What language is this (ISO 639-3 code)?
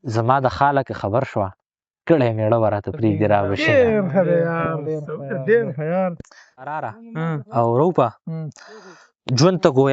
pus